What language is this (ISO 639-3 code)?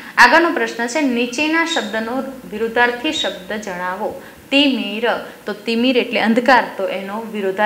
guj